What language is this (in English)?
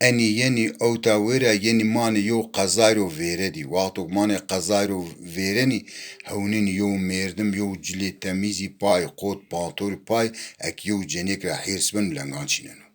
Zaza